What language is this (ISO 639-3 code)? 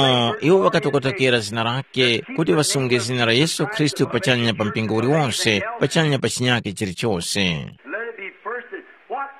tum